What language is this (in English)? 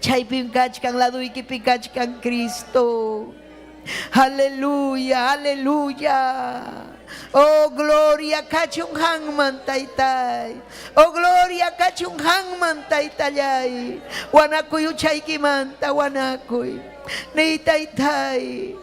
Ayacucho Quechua